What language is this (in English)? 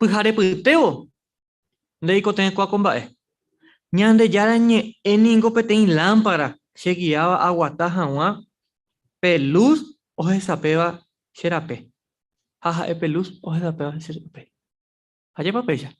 Guarani